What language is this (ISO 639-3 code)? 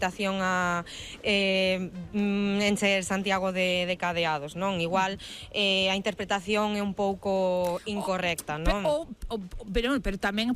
glg